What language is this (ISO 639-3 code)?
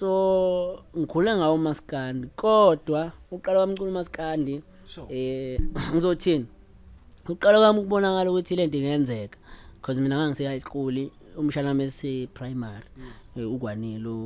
zul